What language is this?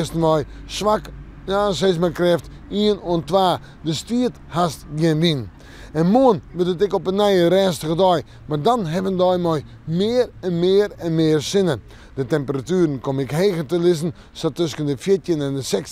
Western Frisian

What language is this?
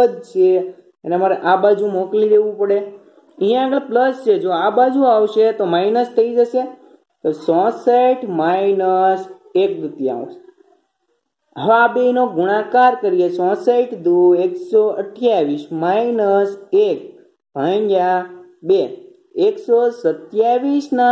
Gujarati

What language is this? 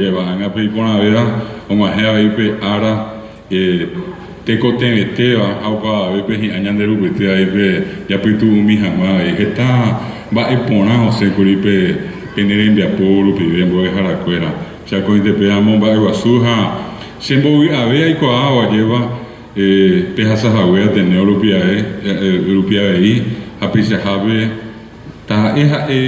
Guarani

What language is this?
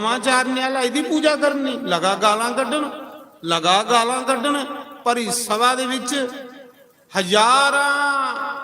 Dogri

